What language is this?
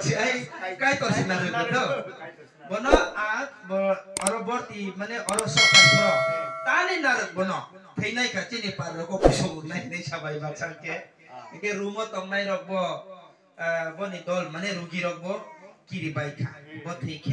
Kok Borok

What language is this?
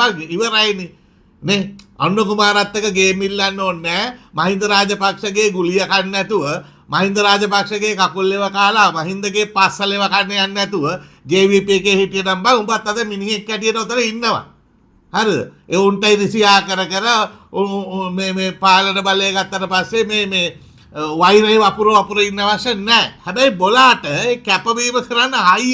Sinhala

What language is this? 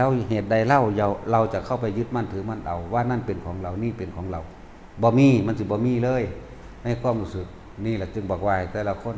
Northeastern Thai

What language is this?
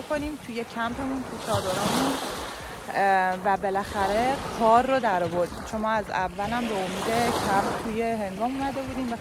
Persian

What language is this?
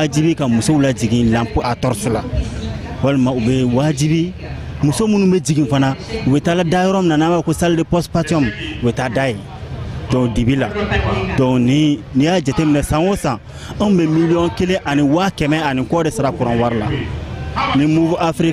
Bambara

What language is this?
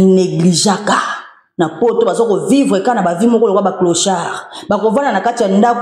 Lingala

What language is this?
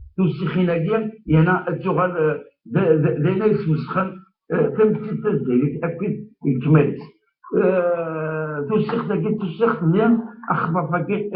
Kabyle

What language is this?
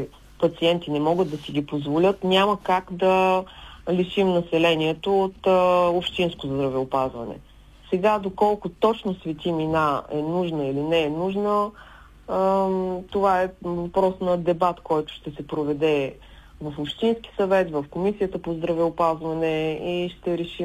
Bulgarian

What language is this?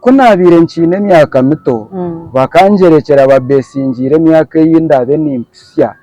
Nyankole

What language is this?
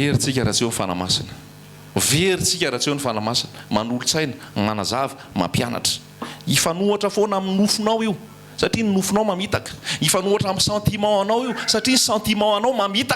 Malagasy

